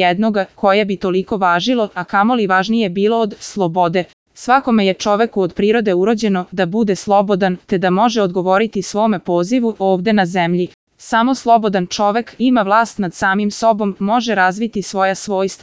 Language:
Serbian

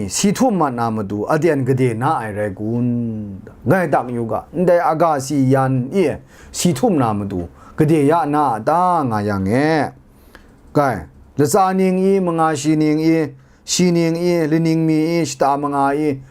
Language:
Kachin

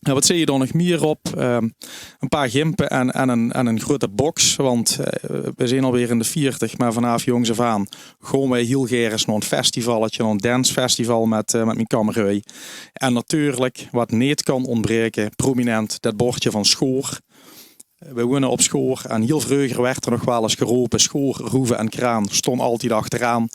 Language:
Limburgish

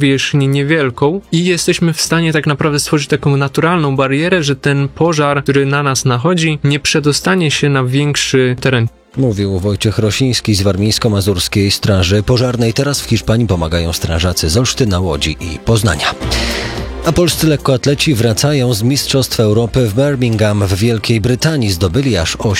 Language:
Polish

